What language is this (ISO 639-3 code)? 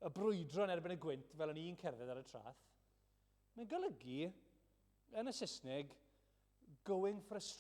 cym